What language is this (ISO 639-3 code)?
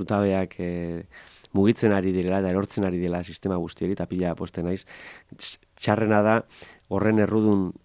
eus